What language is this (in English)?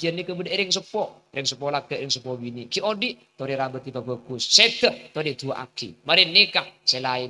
Madurese